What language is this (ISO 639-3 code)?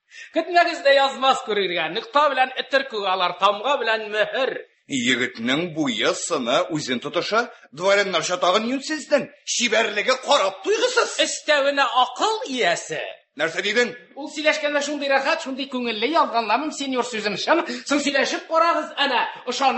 tat